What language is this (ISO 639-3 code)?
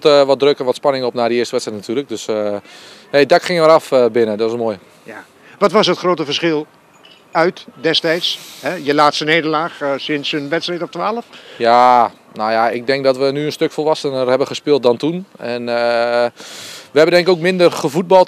nld